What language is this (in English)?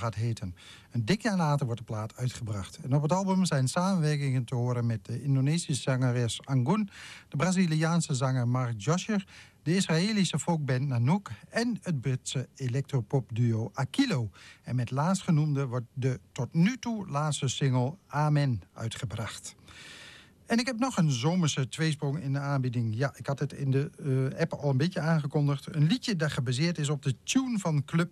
Dutch